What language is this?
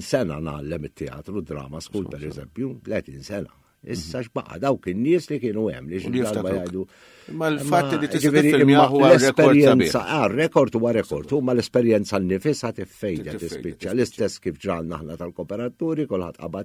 Maltese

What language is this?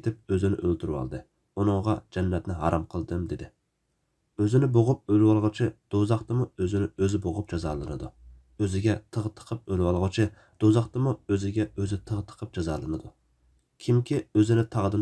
Uyghur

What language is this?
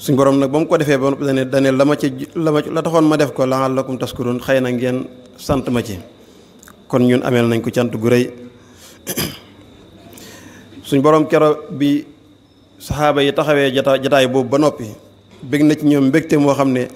Wolof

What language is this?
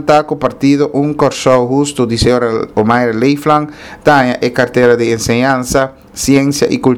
Papiamento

